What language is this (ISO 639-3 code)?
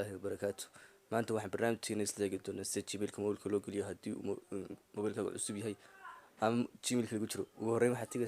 som